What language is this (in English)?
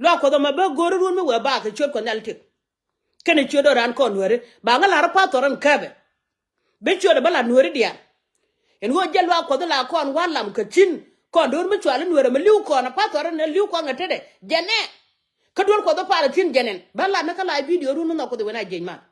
Nuer